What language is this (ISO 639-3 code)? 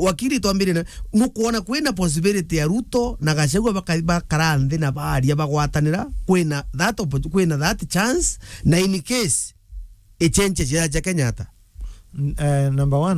mer